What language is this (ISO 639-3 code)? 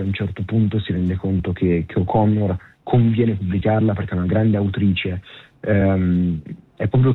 ita